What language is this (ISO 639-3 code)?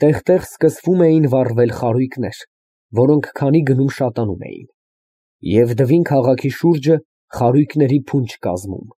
hye